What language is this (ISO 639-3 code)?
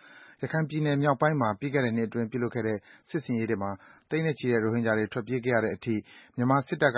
mya